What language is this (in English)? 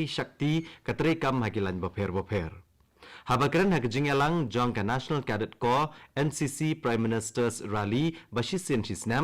Khasi